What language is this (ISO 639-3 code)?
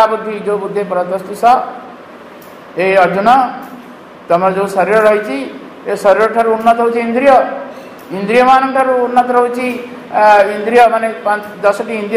ori